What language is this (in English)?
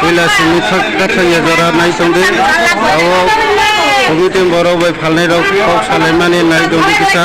Riang (India)